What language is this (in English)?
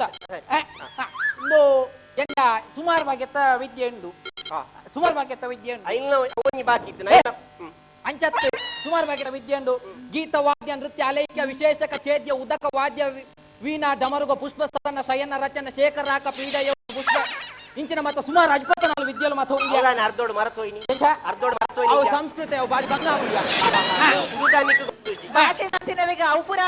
Tulu